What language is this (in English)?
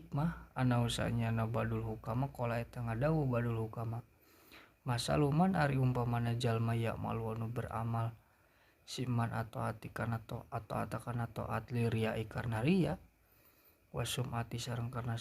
Sundanese